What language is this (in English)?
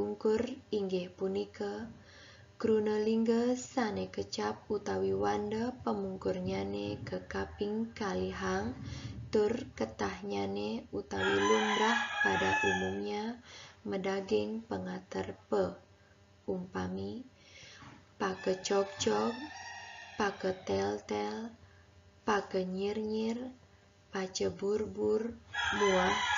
Balinese